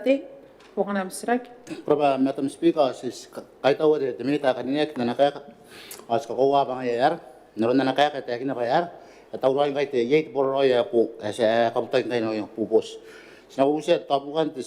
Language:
Gilbertese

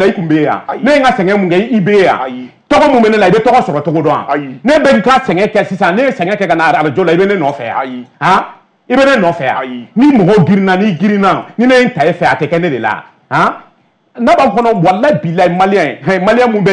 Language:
Bambara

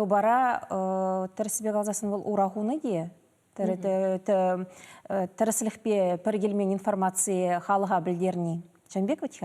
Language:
Chuvash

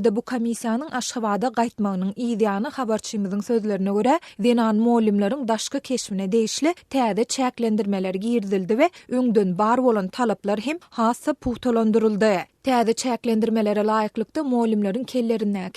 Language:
Turkmen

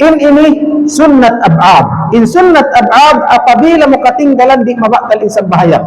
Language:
Tausug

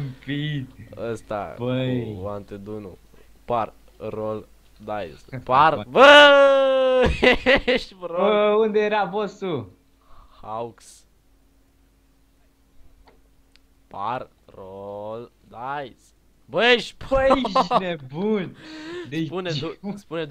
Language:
Romanian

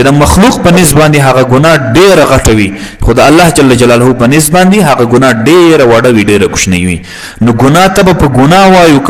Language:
Pashto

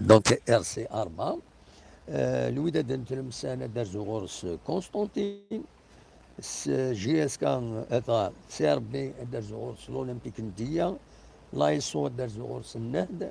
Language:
Kabyle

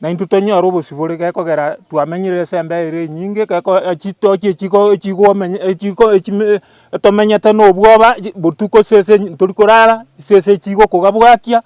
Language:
Gusii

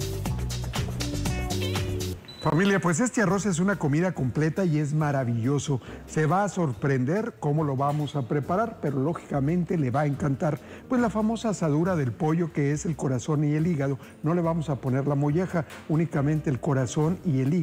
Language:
Spanish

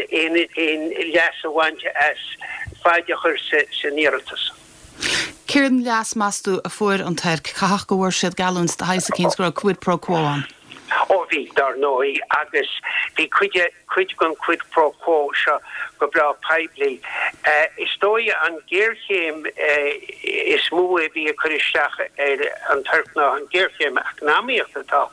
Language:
Irish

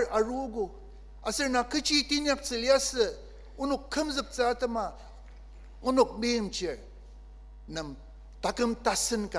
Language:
Ao Naga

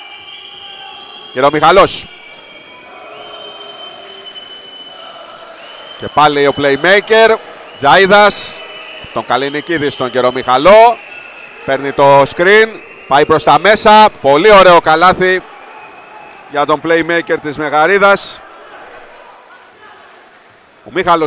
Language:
Greek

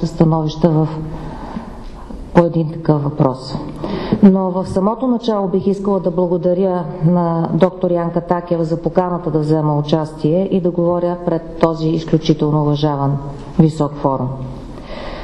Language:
Bulgarian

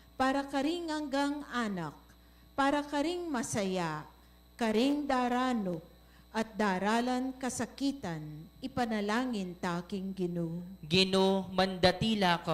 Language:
Pampanga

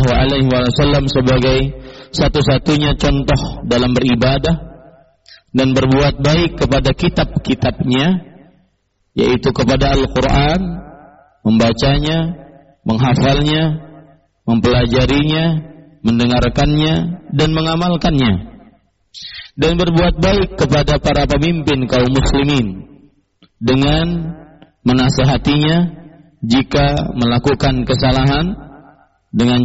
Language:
Indonesian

